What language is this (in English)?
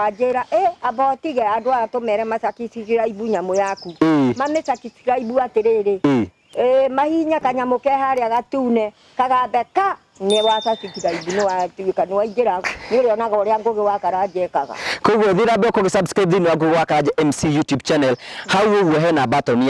Kikuyu